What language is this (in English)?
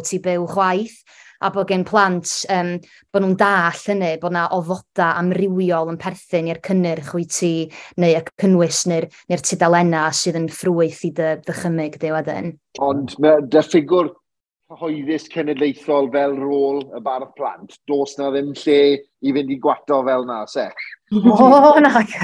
Welsh